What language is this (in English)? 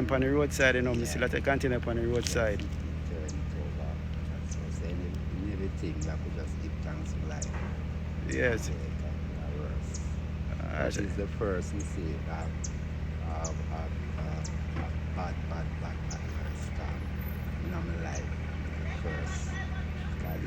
Jamaican Creole English